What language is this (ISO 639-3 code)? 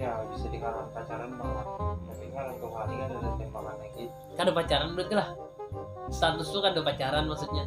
bjn